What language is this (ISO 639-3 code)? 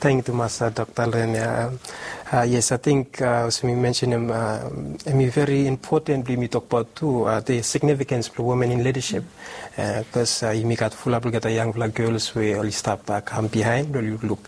bis